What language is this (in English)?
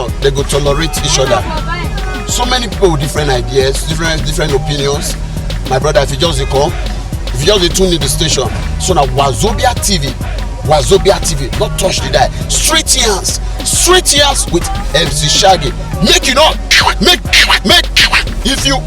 Nigerian Pidgin